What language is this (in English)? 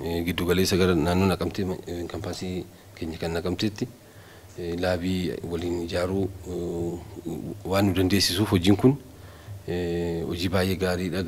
Oromo